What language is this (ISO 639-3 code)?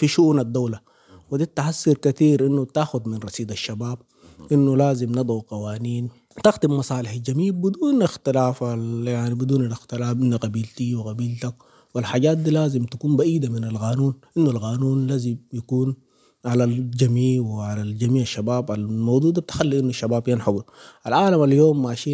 apd